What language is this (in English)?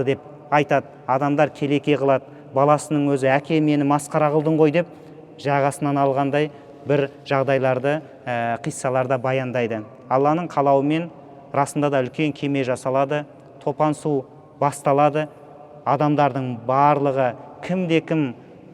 Kazakh